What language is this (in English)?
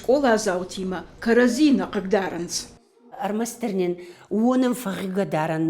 Ossetic